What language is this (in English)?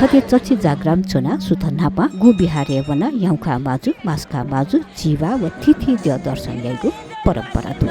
Newari